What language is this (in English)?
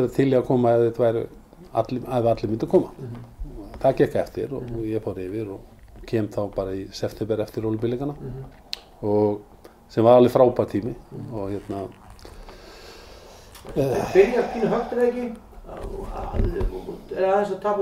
Icelandic